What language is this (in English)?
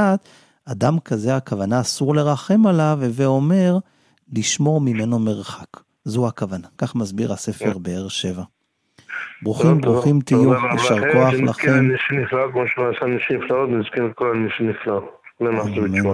Hebrew